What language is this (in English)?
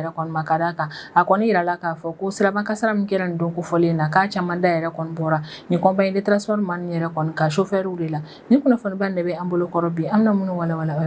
Bambara